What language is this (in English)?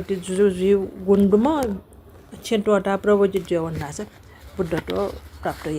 Newari